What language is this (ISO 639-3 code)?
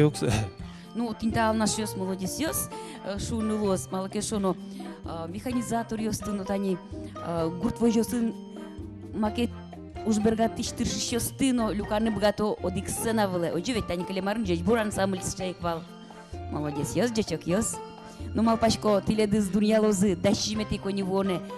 udm